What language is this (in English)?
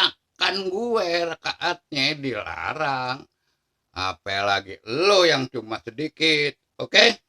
Betawi